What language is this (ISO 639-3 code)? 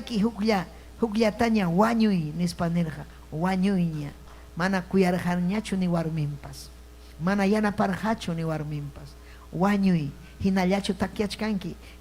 quy